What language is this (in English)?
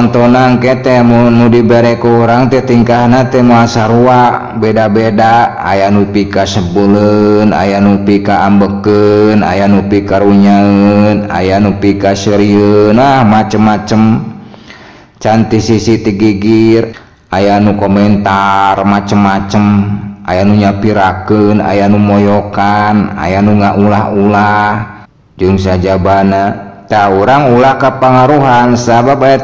Sundanese